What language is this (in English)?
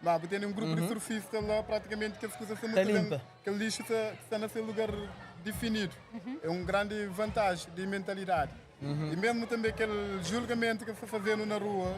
Kabuverdianu